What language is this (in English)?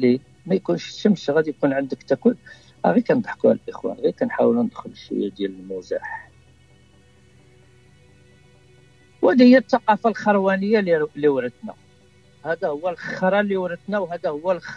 Moroccan Arabic